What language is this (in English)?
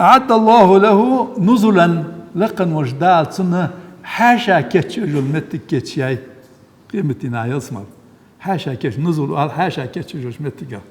Ingush